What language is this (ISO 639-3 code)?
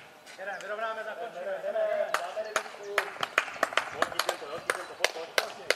ces